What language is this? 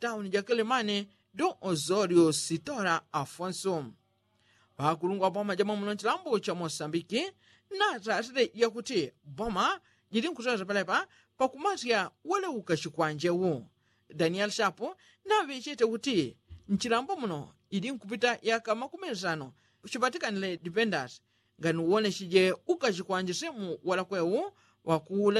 Yao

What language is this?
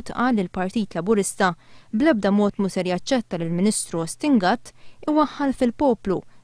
Maltese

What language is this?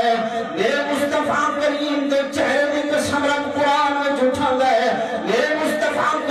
Saraiki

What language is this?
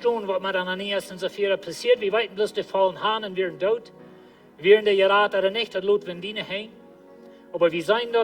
Plautdietsch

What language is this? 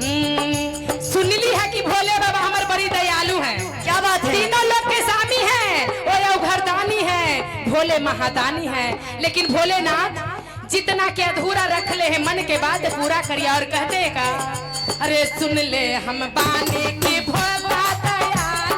Magahi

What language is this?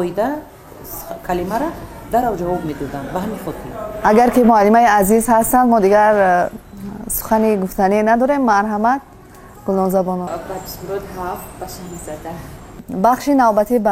Tajik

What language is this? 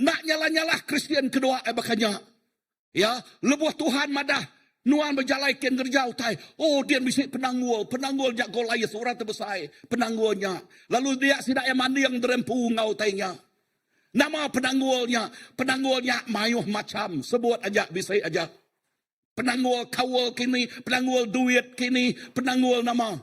Iban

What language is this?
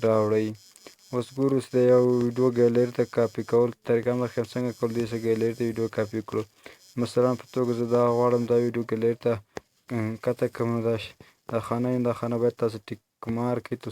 Pashto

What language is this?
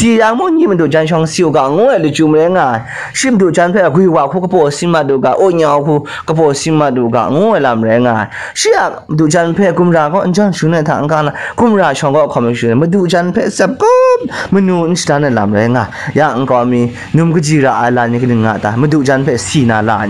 Kachin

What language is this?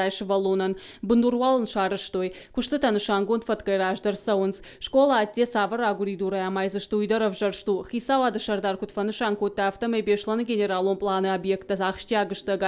Ossetic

